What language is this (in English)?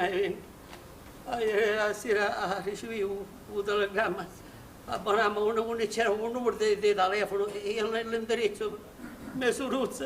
Sicilian